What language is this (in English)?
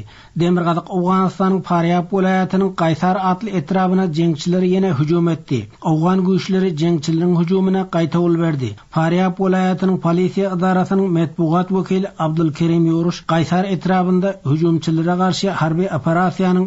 Turkmen